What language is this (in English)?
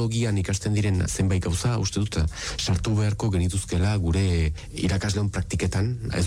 Basque